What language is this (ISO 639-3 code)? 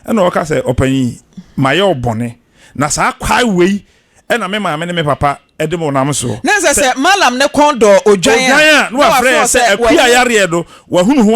aka